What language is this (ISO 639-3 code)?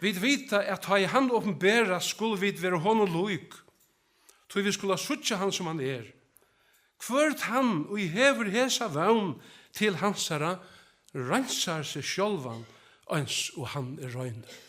fao